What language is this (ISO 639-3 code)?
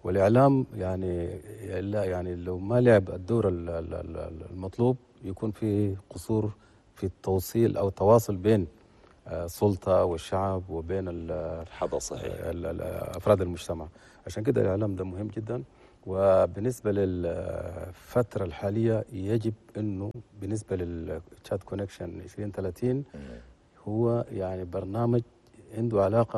shu